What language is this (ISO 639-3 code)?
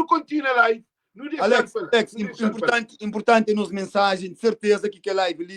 kea